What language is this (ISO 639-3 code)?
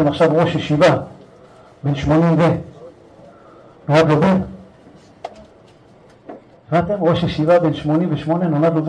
heb